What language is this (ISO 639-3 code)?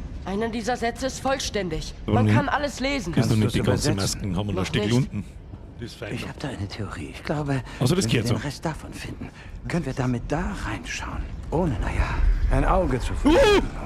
bar